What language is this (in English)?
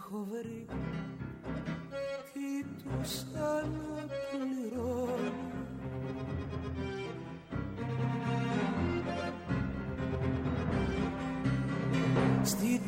Greek